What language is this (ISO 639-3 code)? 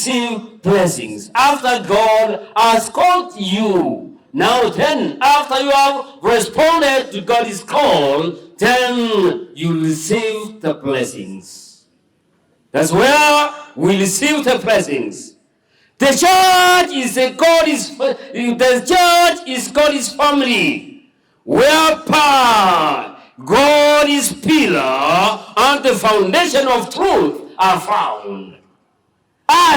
guz